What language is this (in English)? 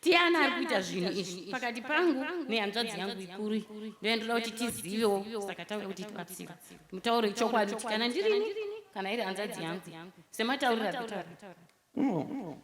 Shona